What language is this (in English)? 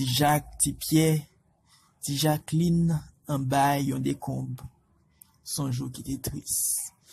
Haitian Creole